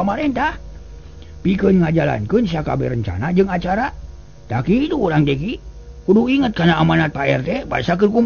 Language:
Sundanese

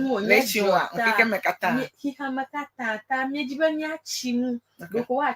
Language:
Ewe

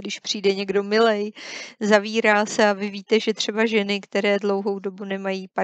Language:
Czech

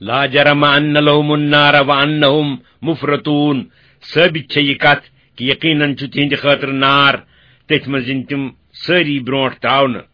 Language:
Kashmiri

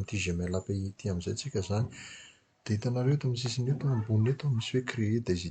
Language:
Malagasy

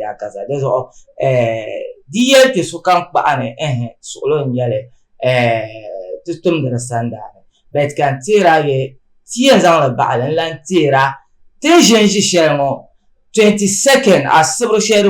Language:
Dagbani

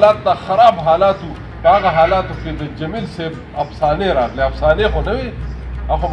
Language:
Pashto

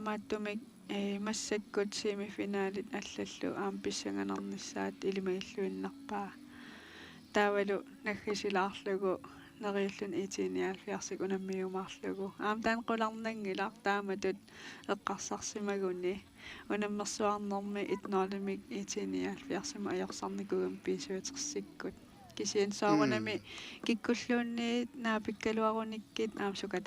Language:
Kalaallisut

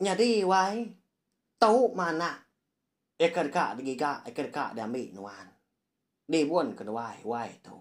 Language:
Iban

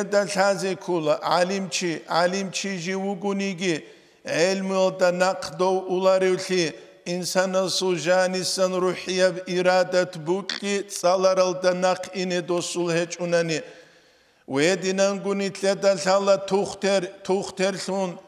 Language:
Avaric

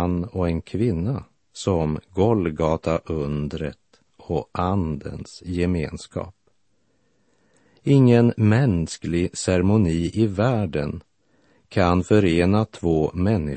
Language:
Swedish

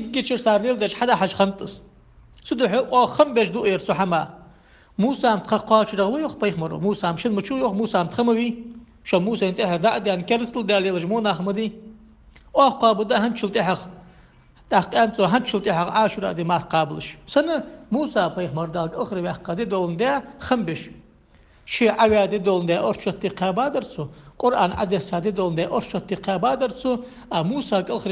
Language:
Ingush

